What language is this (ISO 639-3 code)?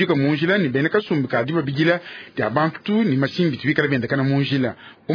lua